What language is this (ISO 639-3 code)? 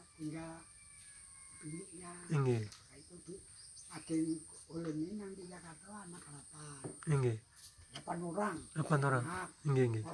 bjn